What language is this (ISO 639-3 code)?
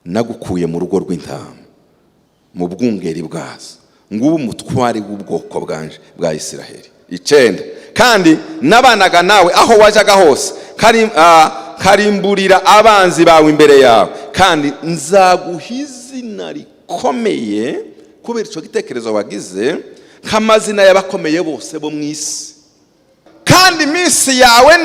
kin